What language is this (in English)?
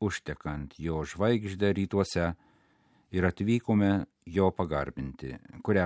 Lithuanian